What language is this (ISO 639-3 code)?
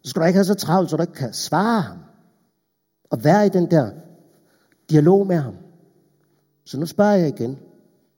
dan